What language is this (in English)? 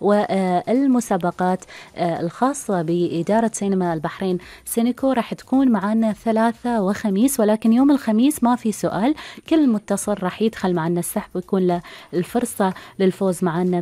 Gulf Arabic